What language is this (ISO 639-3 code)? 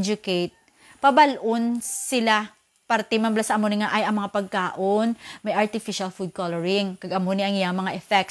hil